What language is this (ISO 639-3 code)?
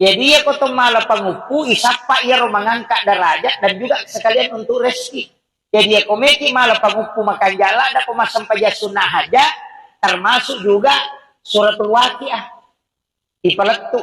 bug